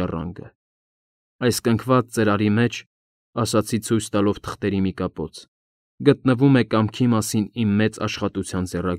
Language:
Armenian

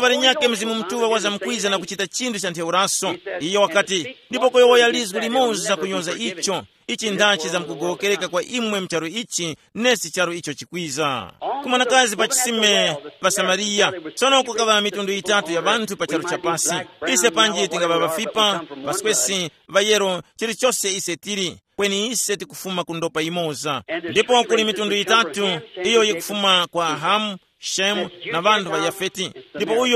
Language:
Tumbuka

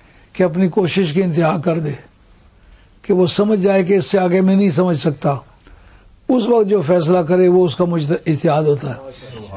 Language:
Urdu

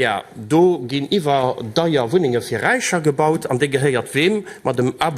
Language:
Luxembourgish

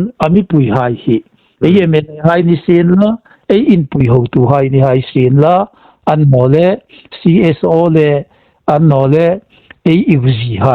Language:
Hmar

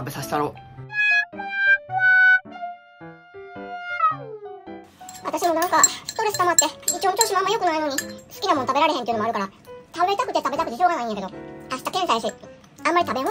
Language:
Japanese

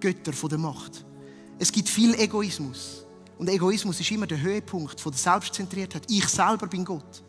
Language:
Swiss German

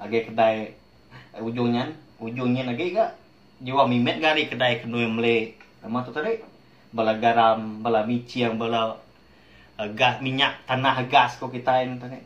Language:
Iban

